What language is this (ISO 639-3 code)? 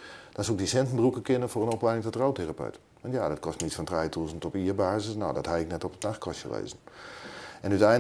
fry